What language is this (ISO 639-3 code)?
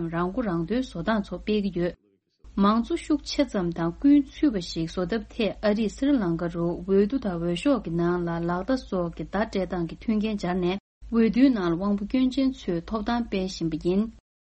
bod